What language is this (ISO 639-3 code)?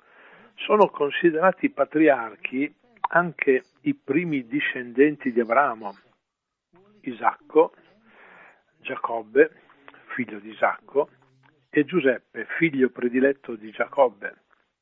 ita